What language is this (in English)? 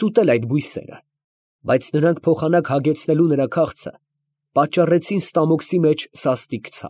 Armenian